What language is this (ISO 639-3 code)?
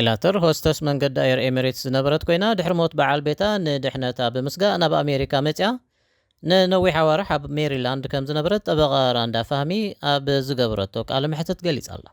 tir